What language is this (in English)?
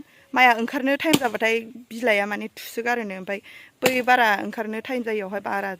Bodo